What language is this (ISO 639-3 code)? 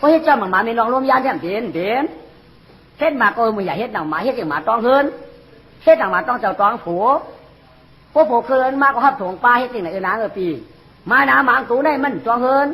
shn